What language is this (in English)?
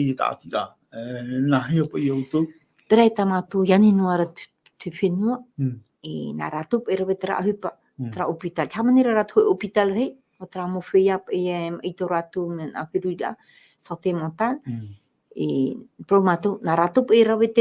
Tahitian